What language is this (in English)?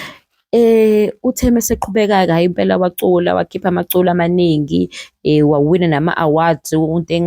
Zulu